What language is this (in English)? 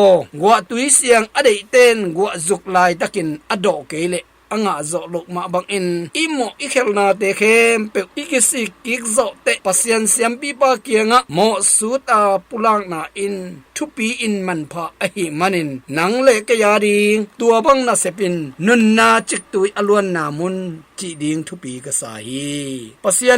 Tedim Chin